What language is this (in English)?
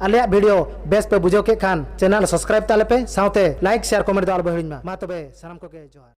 Santali